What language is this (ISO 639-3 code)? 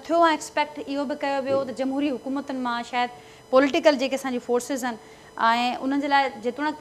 snd